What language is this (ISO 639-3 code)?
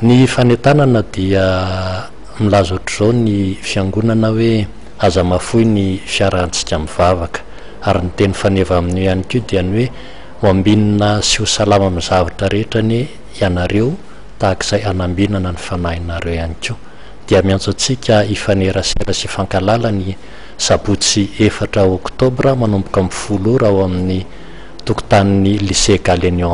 mlg